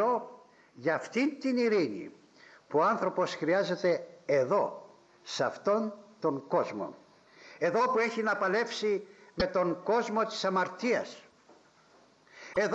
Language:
Greek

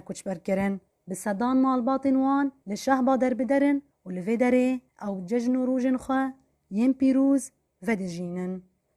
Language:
Kurdish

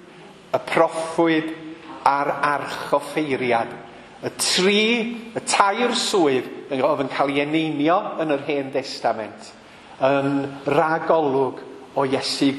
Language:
Welsh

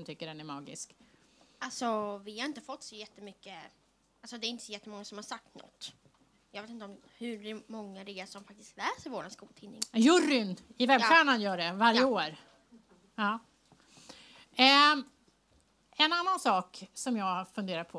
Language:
Swedish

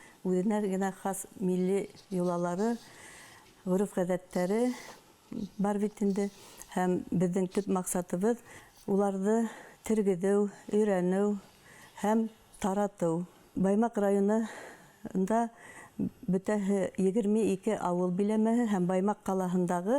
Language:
Bashkir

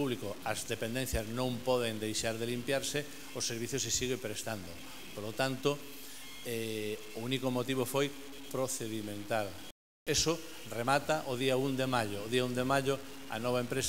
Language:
Galician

